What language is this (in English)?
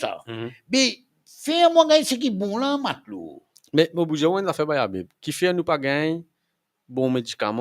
Morisyen